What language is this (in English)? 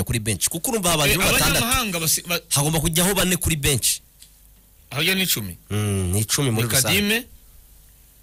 Kinyarwanda